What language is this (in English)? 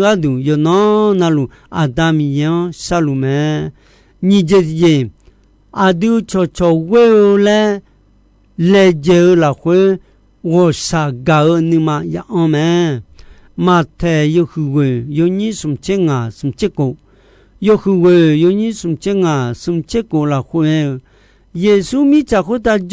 Akha